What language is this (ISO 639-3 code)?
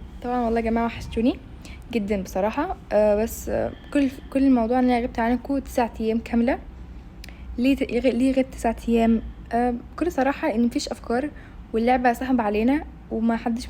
arz